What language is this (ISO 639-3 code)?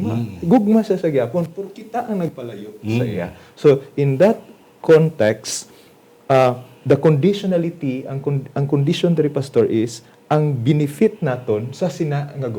hil